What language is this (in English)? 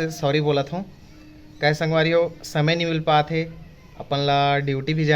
Chhattisgarhi